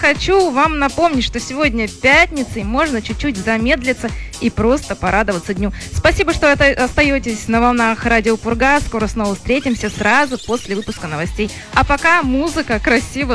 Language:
Russian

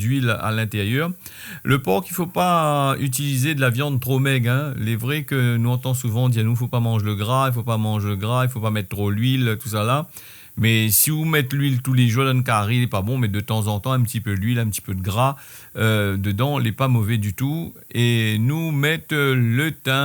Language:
Réunion Creole French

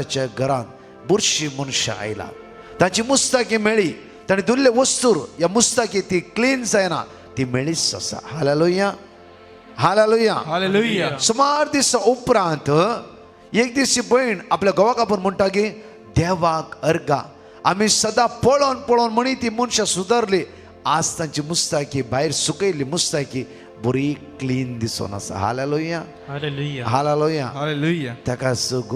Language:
Konkani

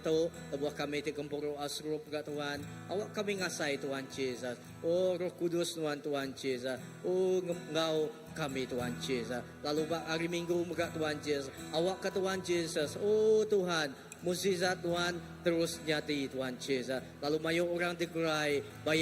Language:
Iban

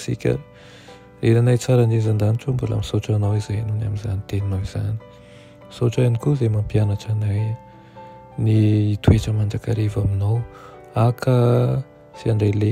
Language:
Malagasy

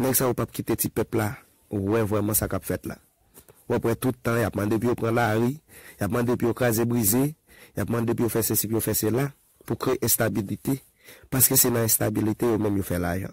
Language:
Haitian Creole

